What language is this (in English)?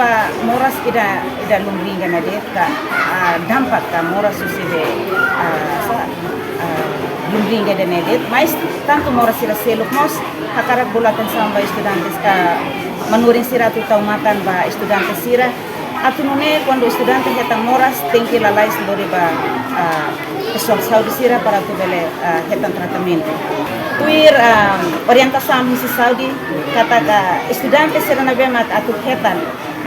Tetum